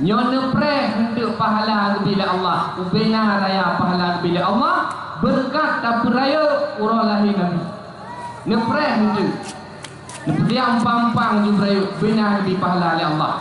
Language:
Achinese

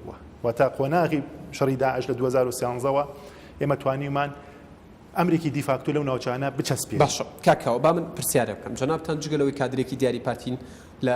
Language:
Central Kurdish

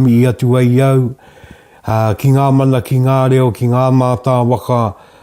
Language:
Māori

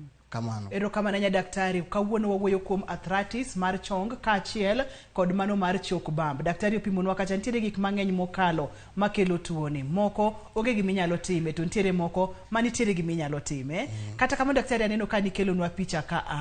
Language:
Luo (Kenya and Tanzania)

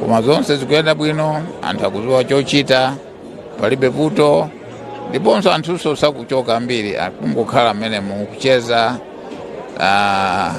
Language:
Nyanja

